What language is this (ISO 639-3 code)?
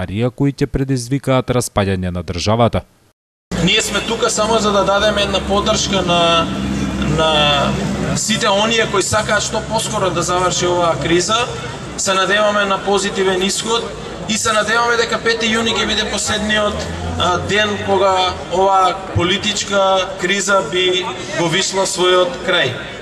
mkd